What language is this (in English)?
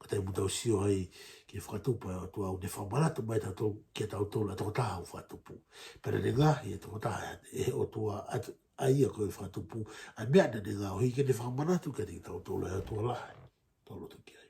Tongan